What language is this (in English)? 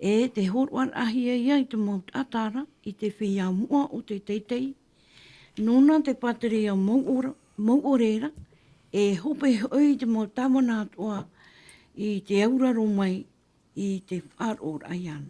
Tahitian